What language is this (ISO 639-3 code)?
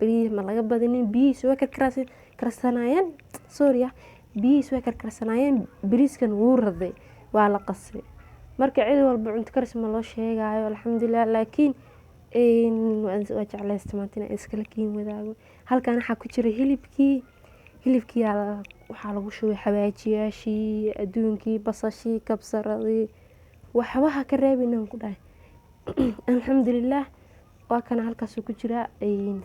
som